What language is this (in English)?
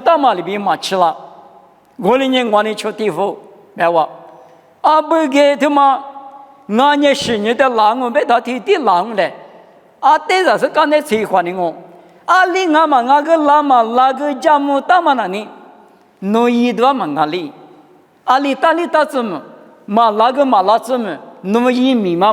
Lisu